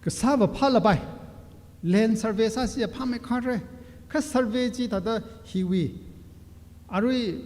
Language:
Tangkhul Naga (India)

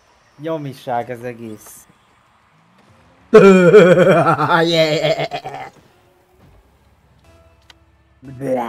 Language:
Hungarian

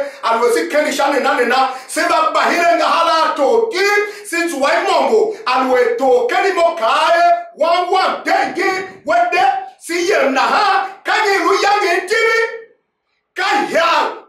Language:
Tiv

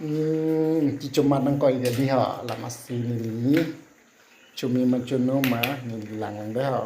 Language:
Karbi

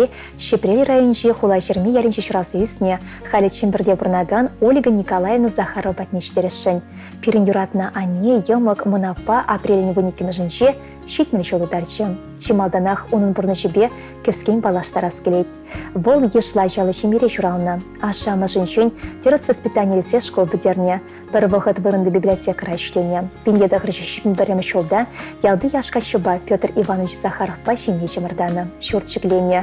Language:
Chuvash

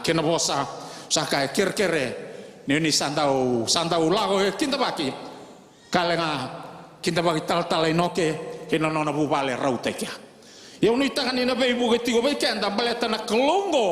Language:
Fijian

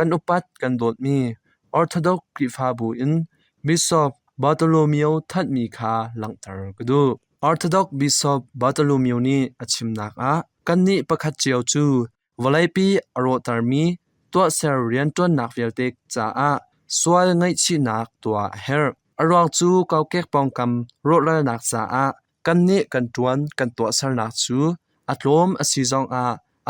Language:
Hakha Chin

